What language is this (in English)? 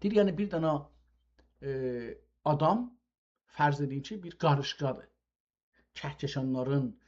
South Azerbaijani